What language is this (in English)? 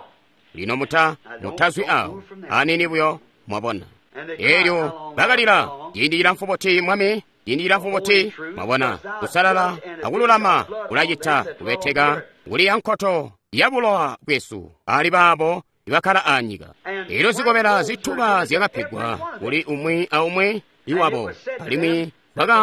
Tonga (Zambia)